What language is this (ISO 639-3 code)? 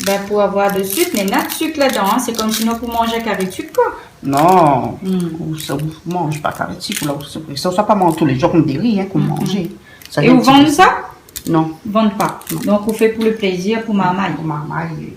rcf